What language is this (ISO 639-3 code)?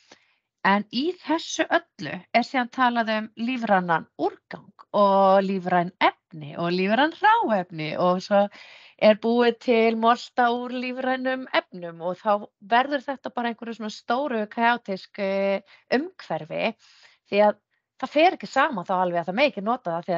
isl